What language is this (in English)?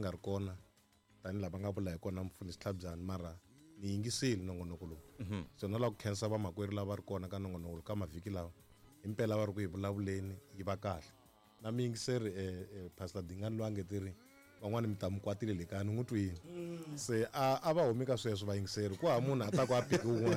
Tsonga